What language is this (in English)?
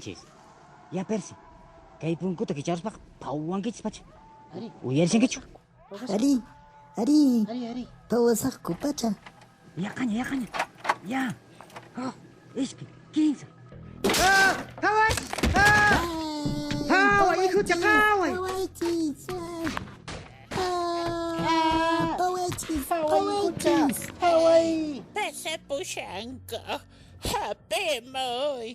Quechua